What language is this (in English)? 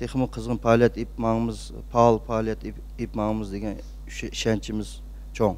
Uyghur